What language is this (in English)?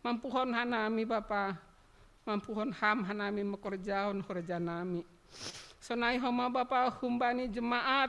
Batak Simalungun